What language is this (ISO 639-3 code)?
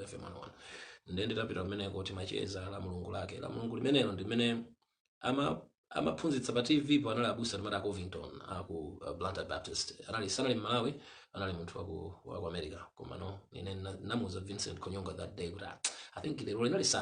nya